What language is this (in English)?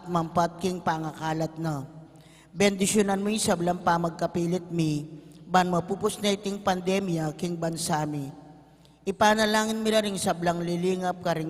Pampanga